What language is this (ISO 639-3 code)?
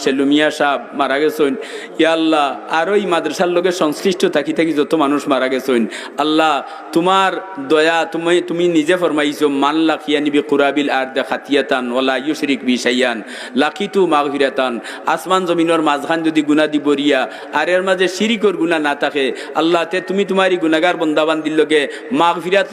syl